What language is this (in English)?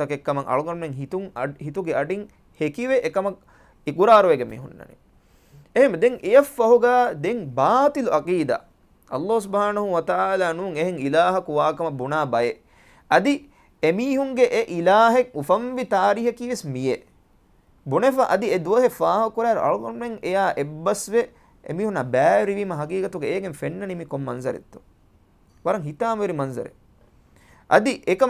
Divehi